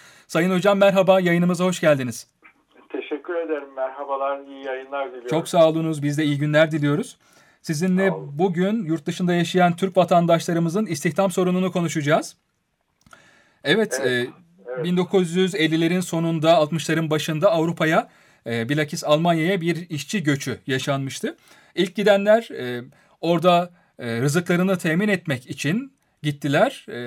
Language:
Turkish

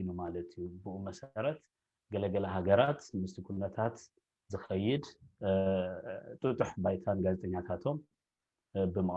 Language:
Tigrinya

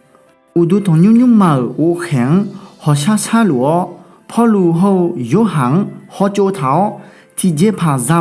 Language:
Akha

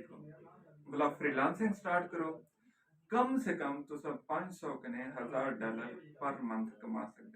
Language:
Saraiki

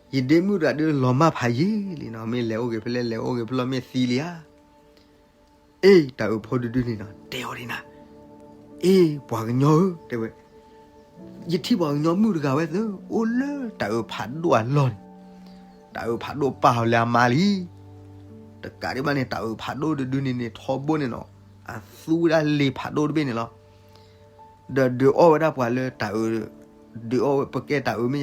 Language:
S'gaw Karen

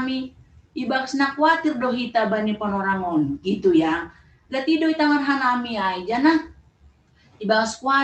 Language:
Batak Simalungun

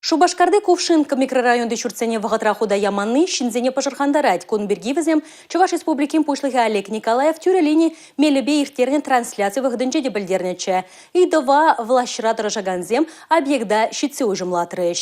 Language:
Chuvash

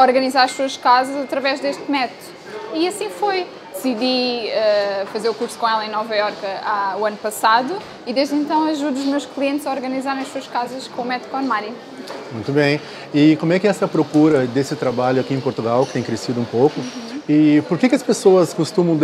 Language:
Portuguese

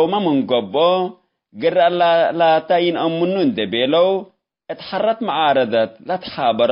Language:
Tigre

